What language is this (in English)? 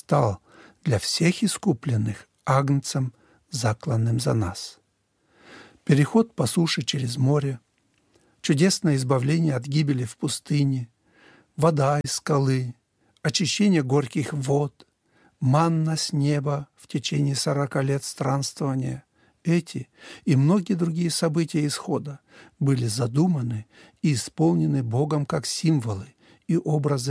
Russian